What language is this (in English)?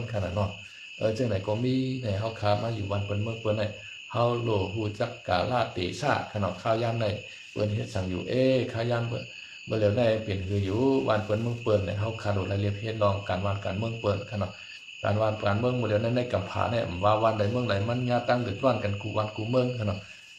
Shan